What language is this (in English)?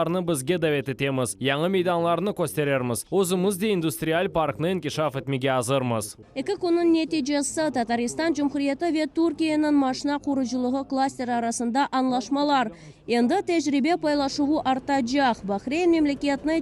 Crimean Tatar